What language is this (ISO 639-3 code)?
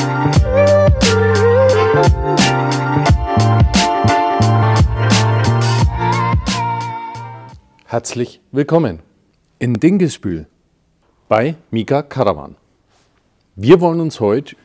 deu